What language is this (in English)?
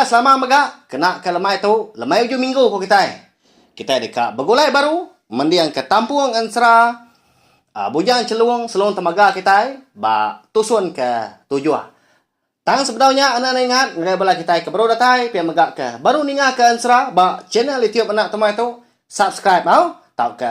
Iban